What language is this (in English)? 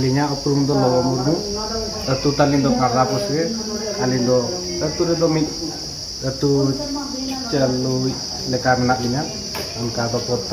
Santali